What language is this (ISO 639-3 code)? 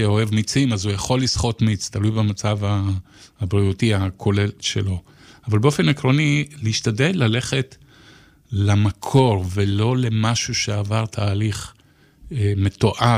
heb